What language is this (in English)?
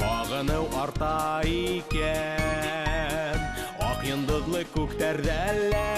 Bashkir